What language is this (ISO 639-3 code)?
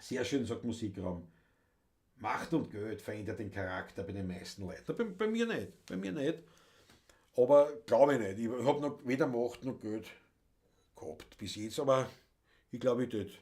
bar